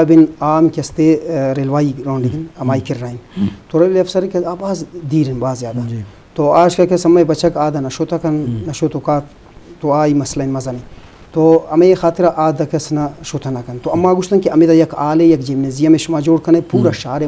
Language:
Eastern Balochi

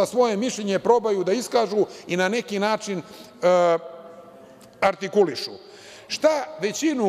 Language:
Serbian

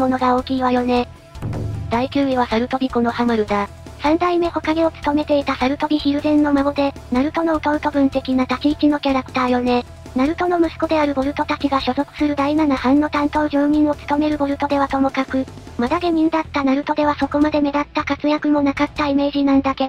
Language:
Japanese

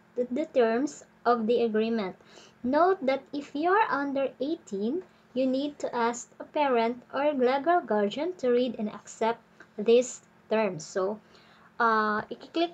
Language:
Filipino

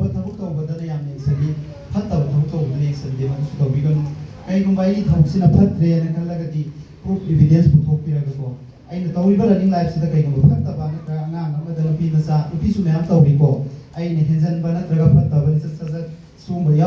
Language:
Manipuri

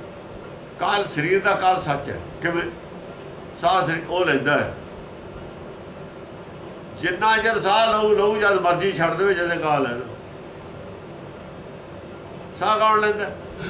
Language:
Punjabi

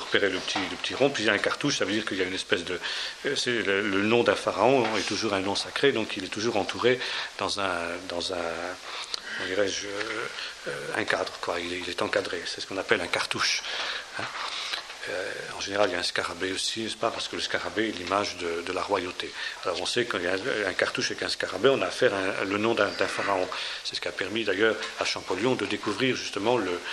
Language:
French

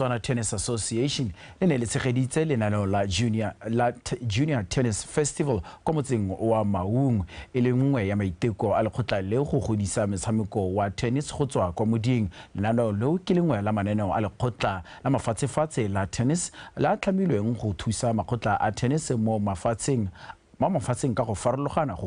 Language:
Tswana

